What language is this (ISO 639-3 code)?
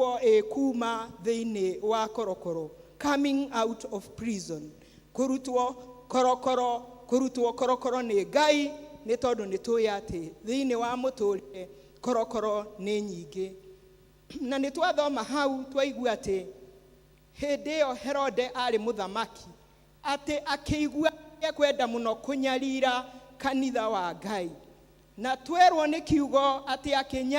kik